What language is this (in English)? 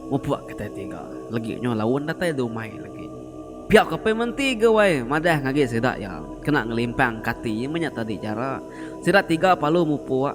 Iban